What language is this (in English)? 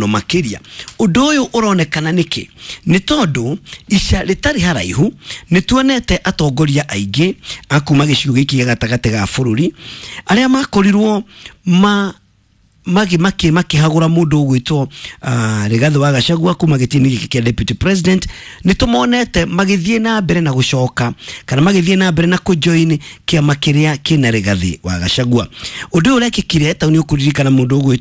Kikuyu